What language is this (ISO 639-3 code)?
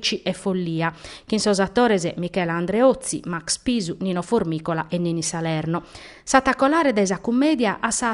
srd